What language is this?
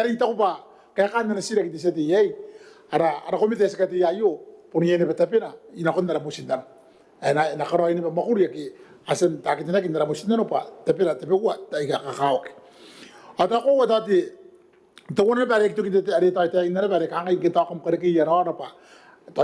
Gilbertese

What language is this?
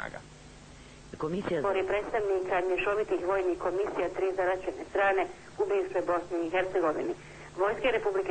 Bosnian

